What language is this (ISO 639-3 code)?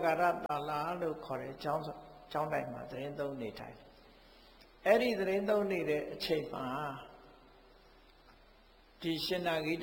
mya